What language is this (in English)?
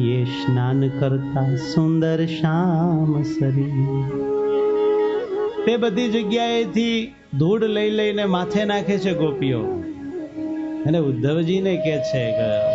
Gujarati